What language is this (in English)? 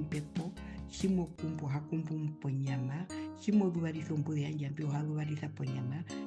Herero